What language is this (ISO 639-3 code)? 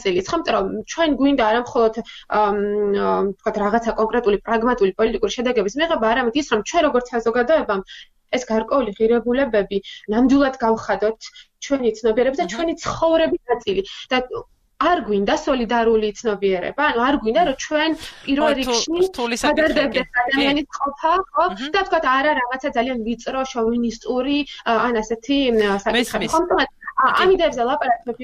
kat